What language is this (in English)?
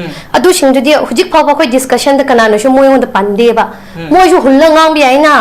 Manipuri